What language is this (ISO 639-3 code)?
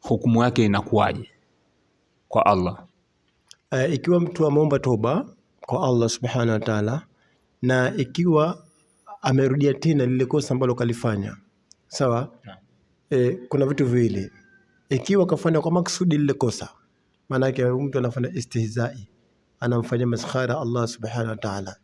swa